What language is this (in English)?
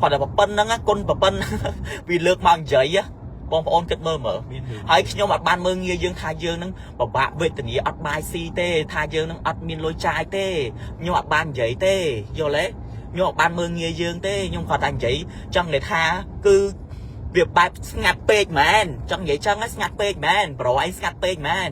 Khmer